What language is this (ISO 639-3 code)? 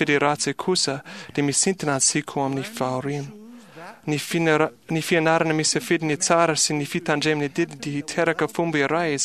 mlg